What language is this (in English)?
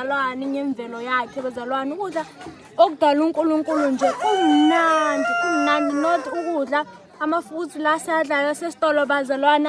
Zulu